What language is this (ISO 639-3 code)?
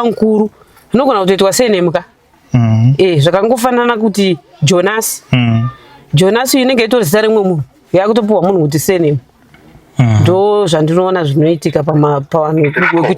sna